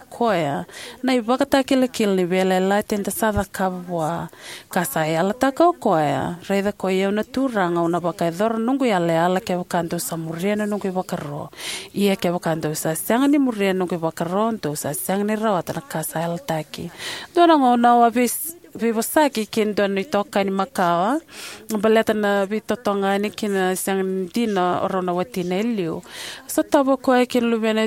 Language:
Fijian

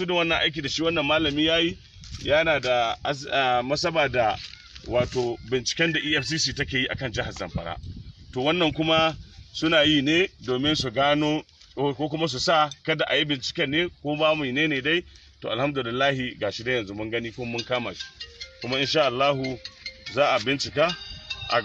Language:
Hausa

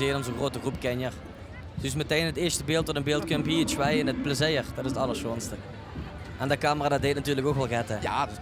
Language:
Limburgish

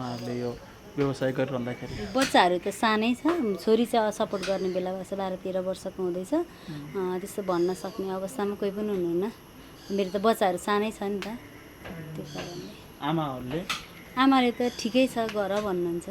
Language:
Nepali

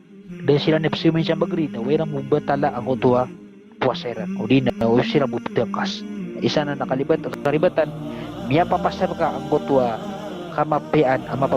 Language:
Maranao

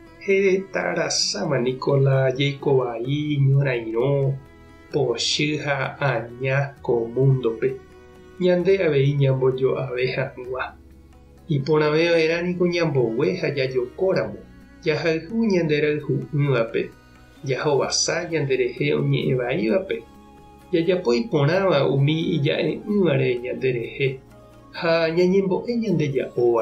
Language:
Guarani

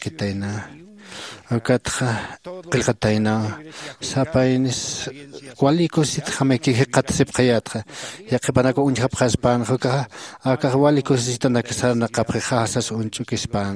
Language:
Aymara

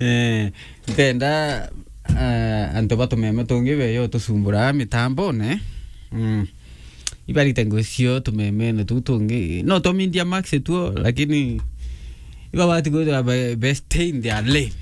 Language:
Meru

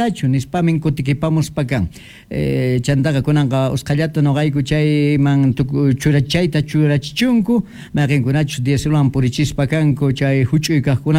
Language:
Quechua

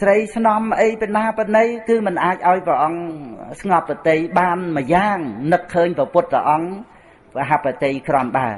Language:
Khmer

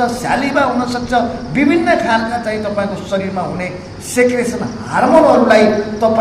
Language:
Nepali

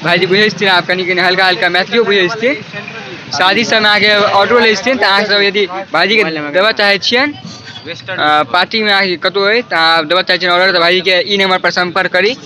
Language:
Maithili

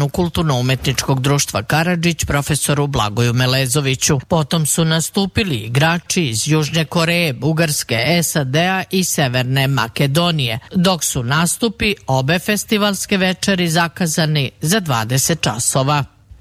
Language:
Serbian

